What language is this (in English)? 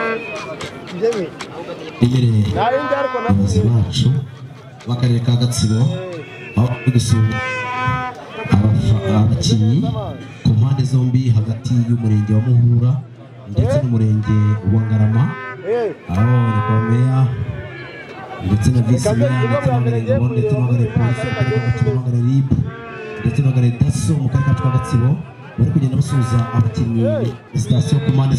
Kinyarwanda